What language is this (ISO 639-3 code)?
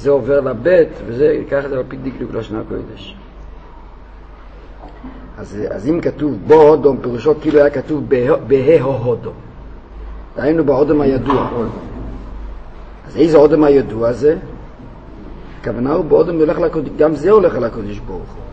heb